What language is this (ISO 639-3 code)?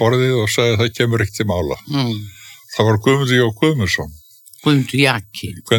isl